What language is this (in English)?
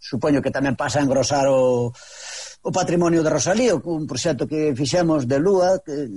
Galician